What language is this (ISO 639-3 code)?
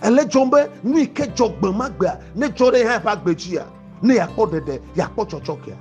ewe